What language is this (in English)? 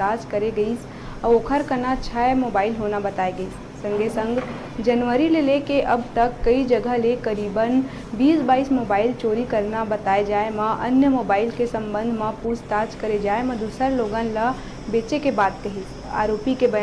Chhattisgarhi